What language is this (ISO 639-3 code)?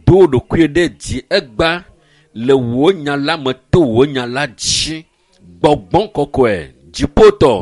ewe